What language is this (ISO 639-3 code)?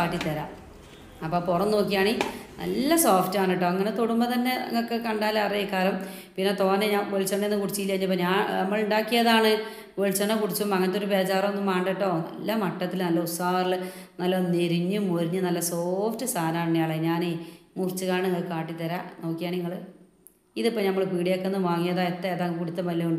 mal